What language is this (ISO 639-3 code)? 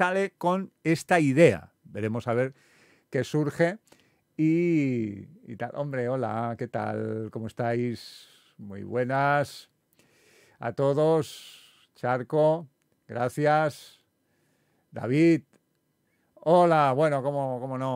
spa